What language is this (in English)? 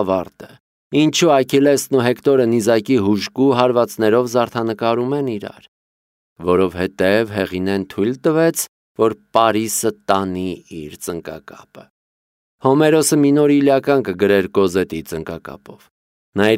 Armenian